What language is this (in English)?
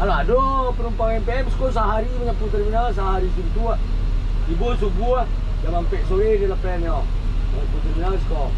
Minangkabau